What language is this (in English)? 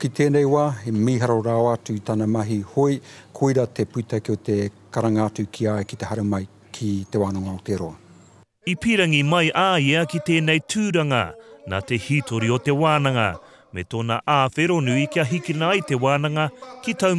Māori